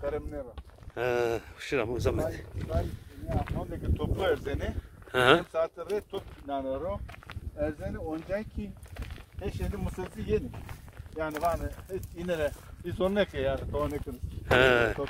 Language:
Zaza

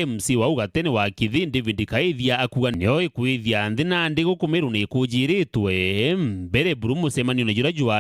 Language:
Meru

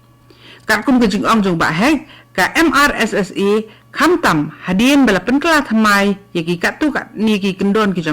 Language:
Khasi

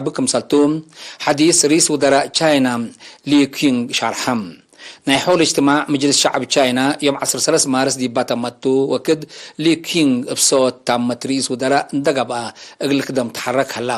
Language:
Tigre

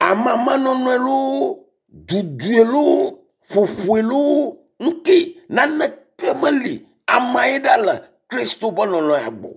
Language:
Ewe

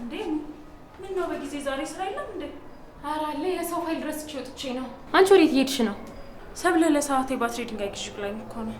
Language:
Amharic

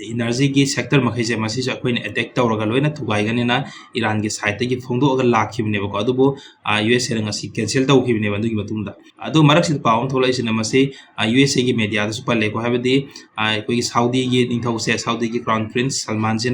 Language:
Manipuri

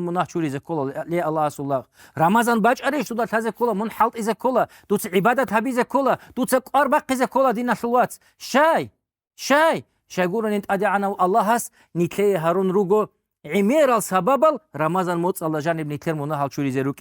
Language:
Avaric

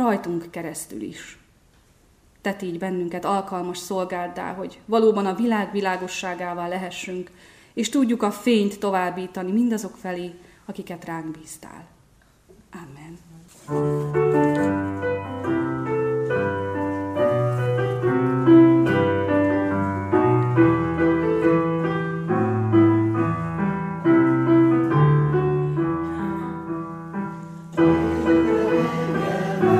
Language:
Hungarian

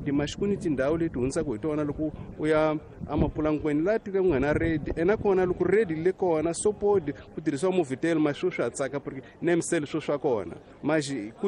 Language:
Tsonga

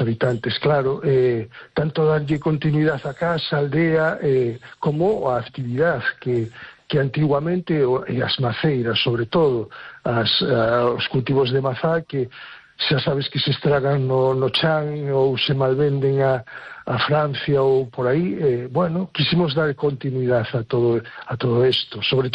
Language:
Galician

